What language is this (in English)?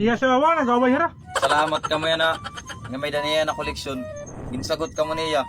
Waray